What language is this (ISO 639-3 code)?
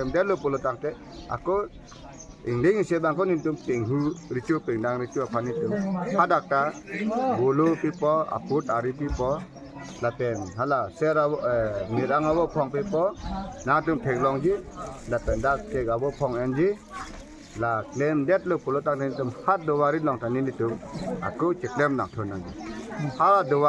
mjw